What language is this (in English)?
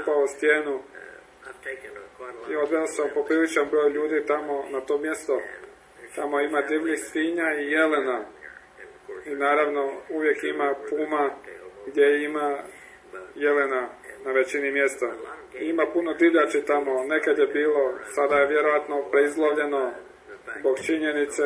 Croatian